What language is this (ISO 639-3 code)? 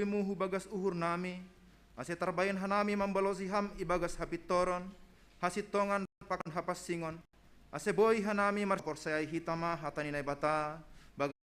bts